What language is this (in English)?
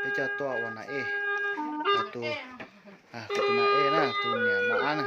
Hmong